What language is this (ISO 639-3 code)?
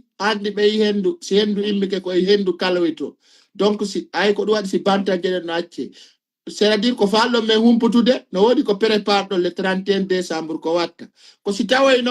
ful